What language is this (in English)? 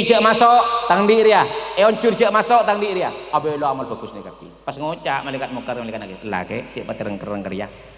Madurese